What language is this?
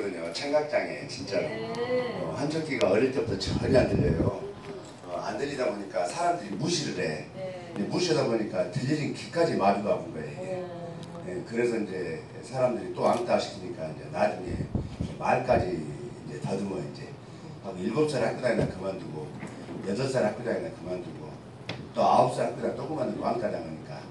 Korean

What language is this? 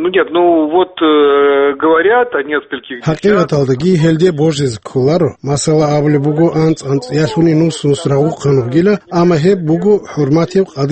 Avaric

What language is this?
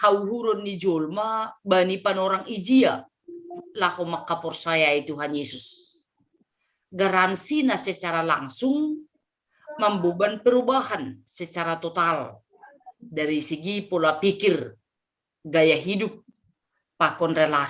Batak Simalungun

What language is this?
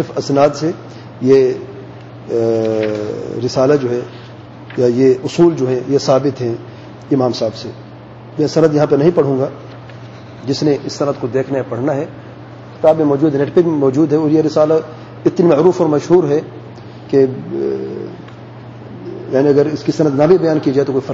Urdu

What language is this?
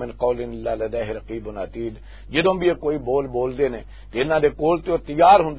Western Panjabi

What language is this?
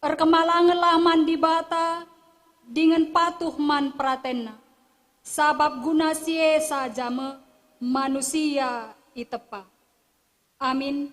Batak Karo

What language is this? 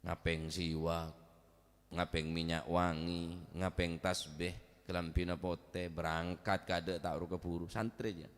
Madurese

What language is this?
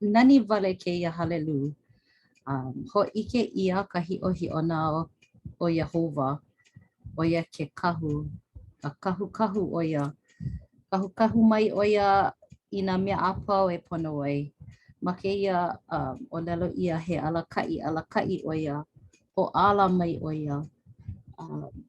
Hawaiian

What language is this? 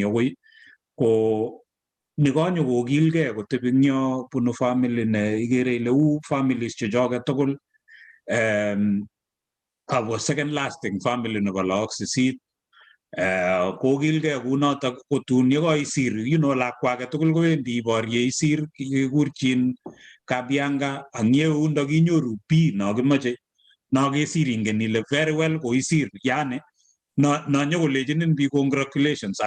Kalenjin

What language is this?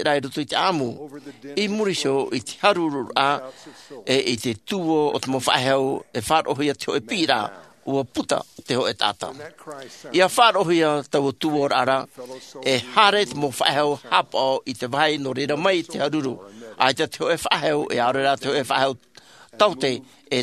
Tahitian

